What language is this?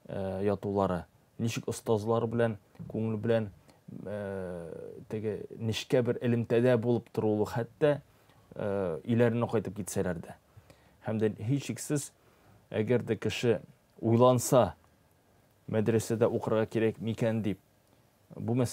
Tatar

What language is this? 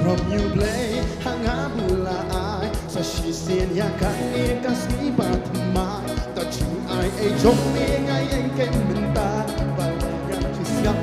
Khasi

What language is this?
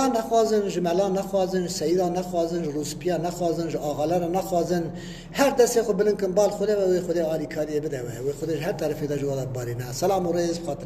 Kurdish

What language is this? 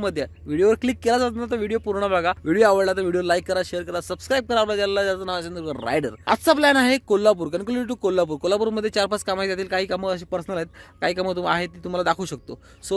Marathi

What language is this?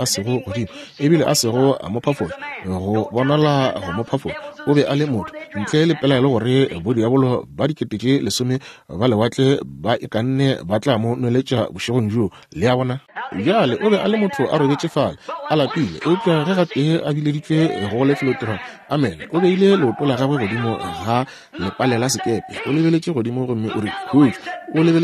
Northern Sotho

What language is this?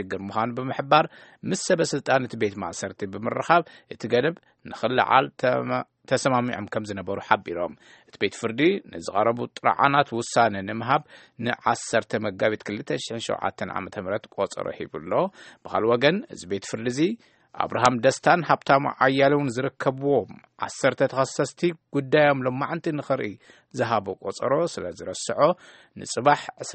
Tigrinya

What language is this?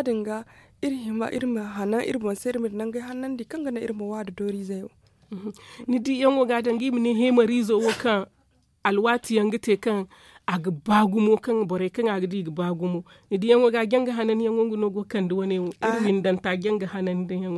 Zarma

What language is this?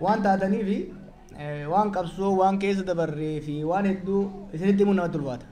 Oromo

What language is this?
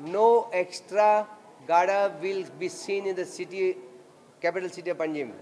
Konkani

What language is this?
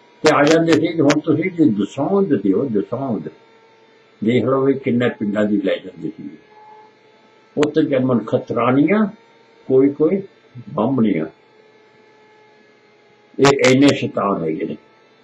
Punjabi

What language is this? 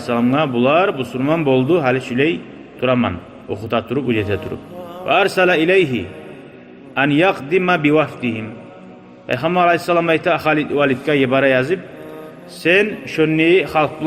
Kumyk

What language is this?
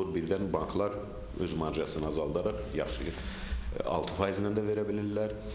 Azerbaijani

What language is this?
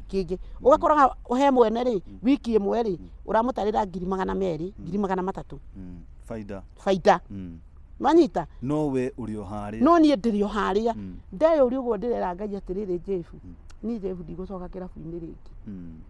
Kikuyu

